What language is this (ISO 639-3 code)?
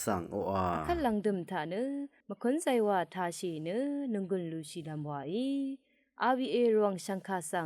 raw